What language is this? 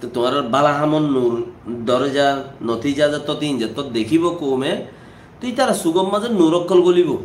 Rohingya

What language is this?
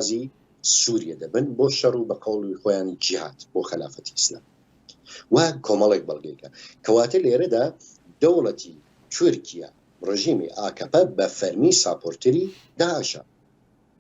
Central Kurdish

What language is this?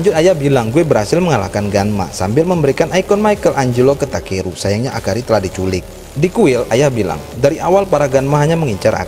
Indonesian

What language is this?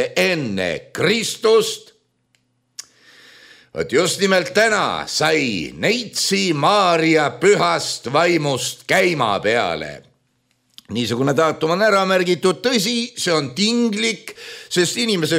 Estonian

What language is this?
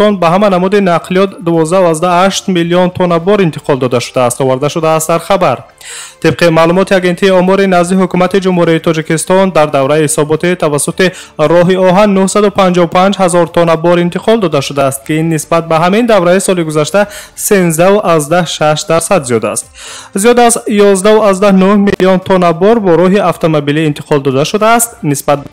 Tajik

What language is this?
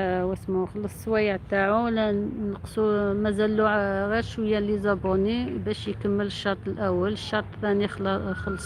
Algerian Arabic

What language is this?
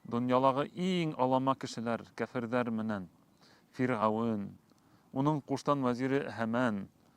Bashkir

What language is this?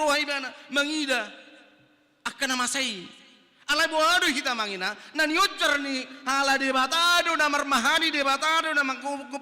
Batak Toba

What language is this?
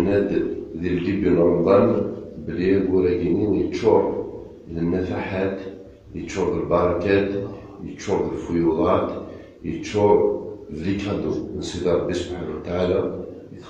Kabyle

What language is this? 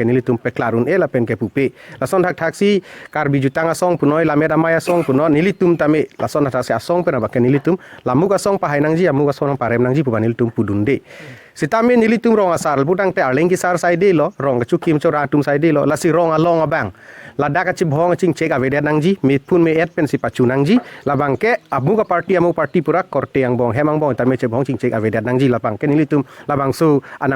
Karbi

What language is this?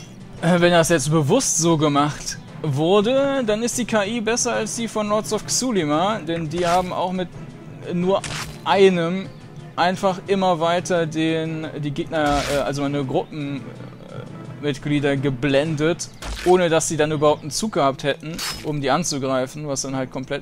German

